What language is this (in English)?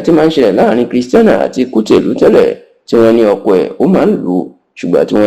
Yoruba